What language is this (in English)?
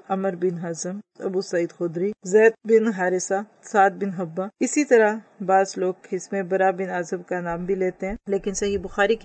Urdu